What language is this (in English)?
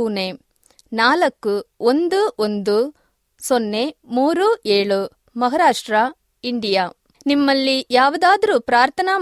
Kannada